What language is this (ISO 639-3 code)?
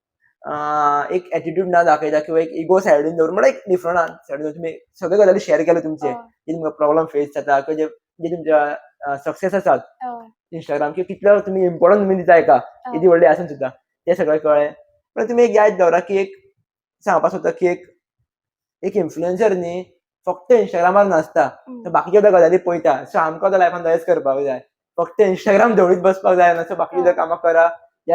kok